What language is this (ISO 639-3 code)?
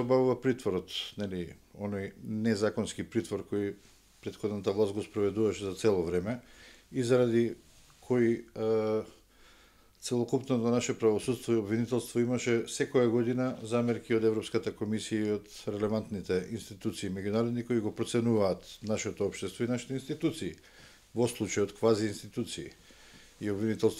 mkd